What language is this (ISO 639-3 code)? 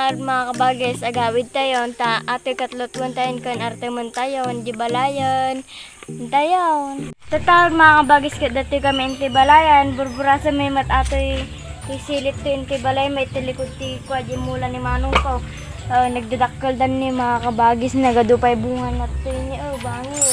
ilo